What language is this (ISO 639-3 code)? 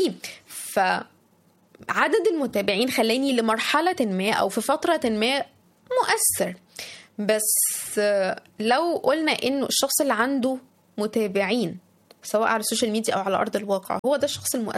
arz